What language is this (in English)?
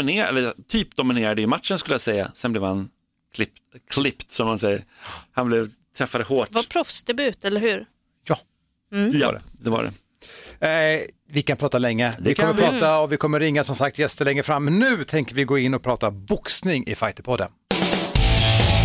Swedish